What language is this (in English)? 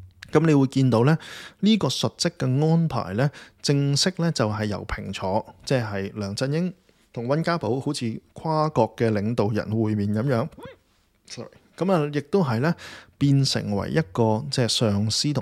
Cantonese